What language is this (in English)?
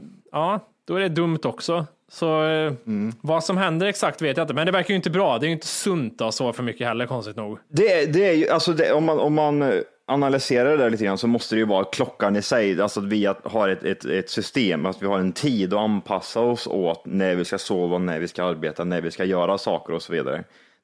Swedish